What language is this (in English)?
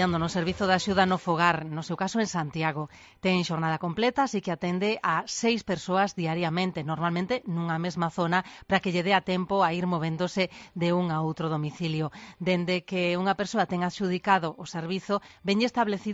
Galician